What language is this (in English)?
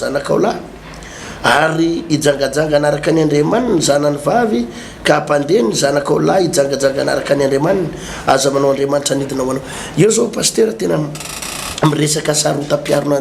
Malagasy